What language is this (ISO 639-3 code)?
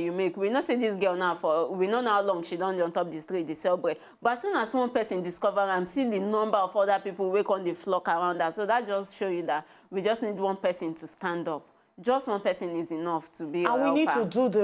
pcm